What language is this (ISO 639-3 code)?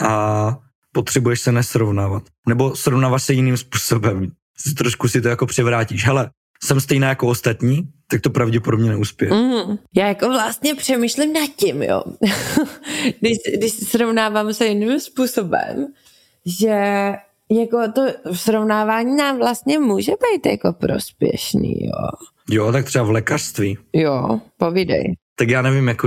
ces